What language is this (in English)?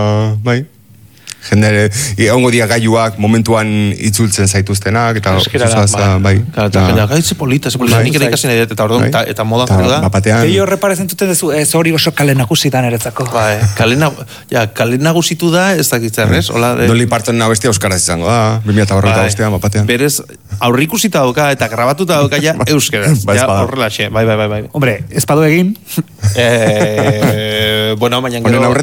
Basque